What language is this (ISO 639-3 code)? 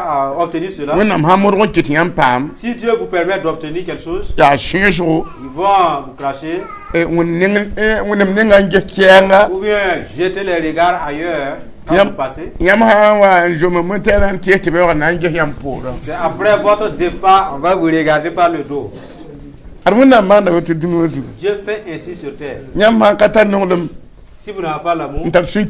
mos